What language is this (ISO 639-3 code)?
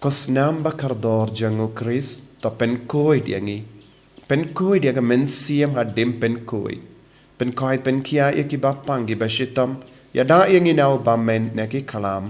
kha